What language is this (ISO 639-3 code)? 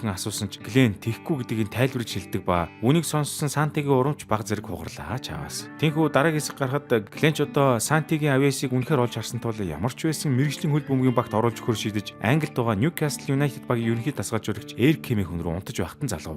mon